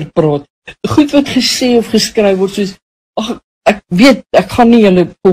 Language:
Afrikaans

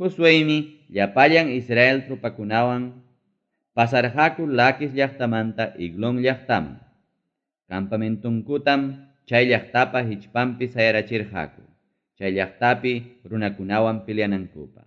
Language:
Ayacucho Quechua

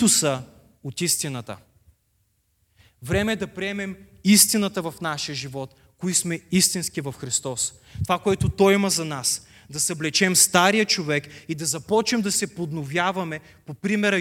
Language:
Bulgarian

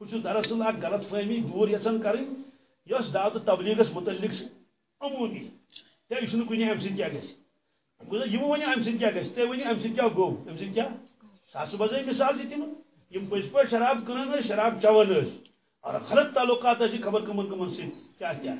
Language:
Kashmiri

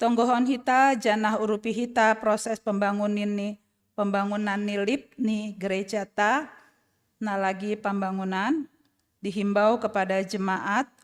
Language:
Batak Simalungun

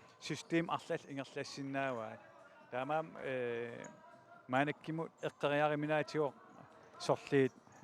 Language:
Kalaallisut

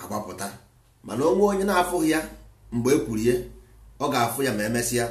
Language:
Igbo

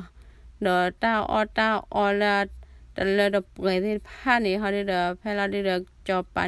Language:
S'gaw Karen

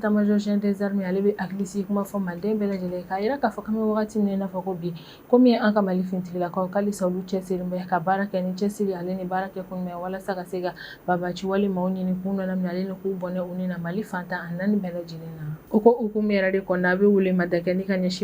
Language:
Bambara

